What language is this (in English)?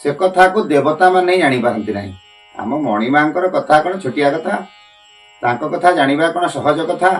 Odia